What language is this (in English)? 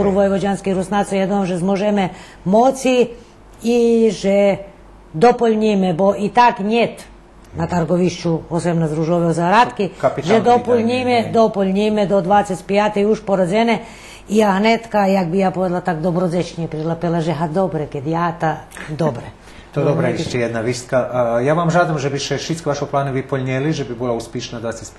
Rusyn